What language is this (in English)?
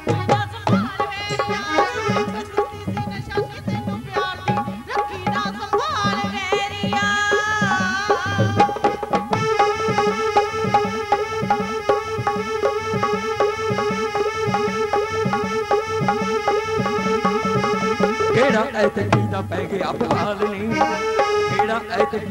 Punjabi